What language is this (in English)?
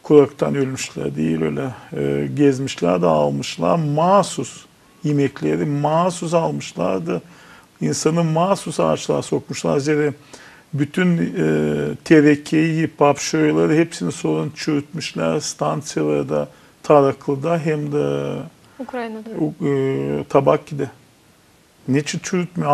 Gagauz